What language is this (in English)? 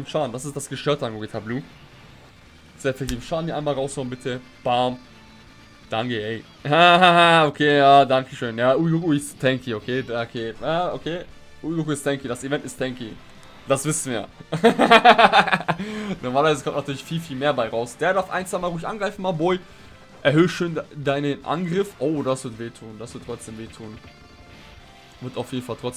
German